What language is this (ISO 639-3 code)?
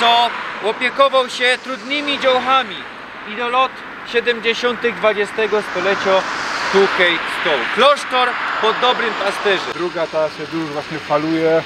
szl